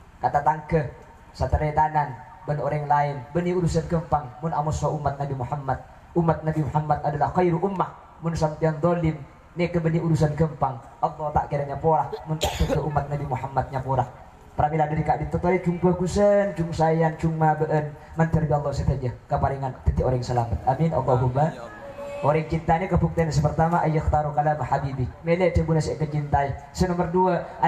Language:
Madurese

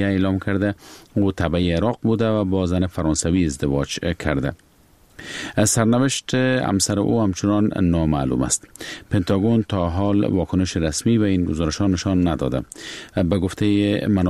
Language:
Persian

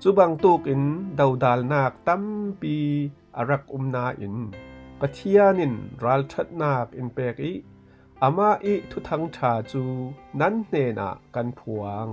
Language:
Falam Chin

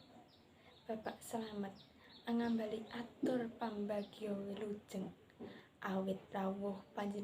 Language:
Javanese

